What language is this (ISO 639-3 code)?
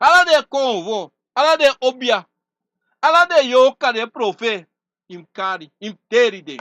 srn